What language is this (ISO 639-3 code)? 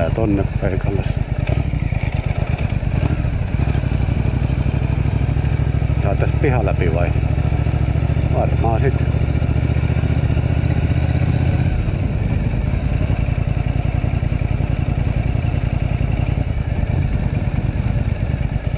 fin